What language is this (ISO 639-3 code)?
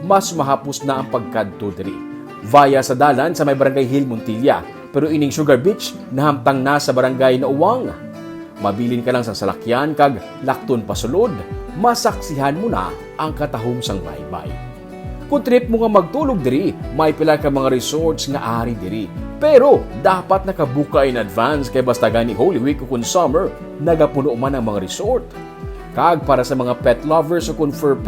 hil